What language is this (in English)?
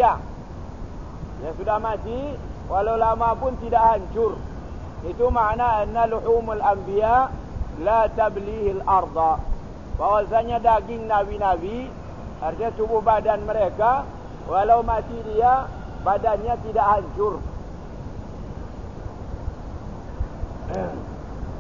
Malay